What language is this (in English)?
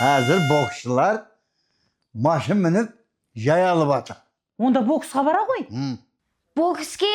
Kara-Kalpak